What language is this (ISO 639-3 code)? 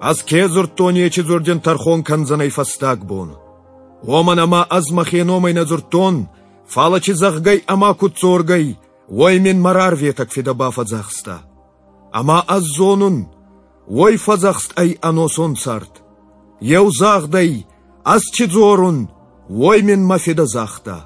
oss